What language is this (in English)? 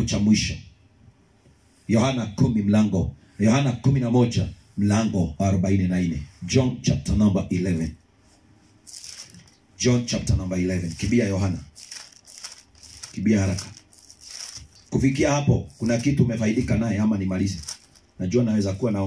Swahili